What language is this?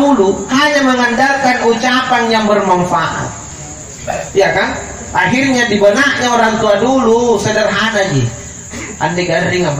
Indonesian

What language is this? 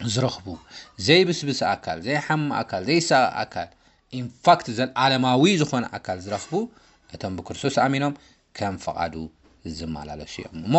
Tigrinya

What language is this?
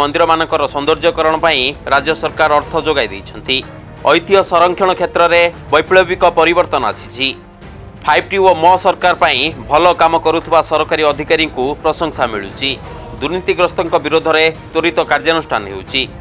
Odia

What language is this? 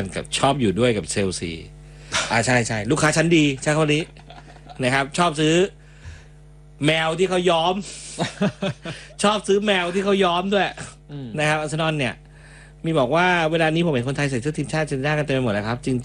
Thai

